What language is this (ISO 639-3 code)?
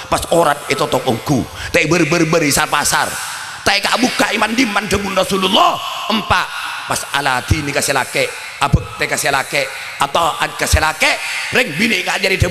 mad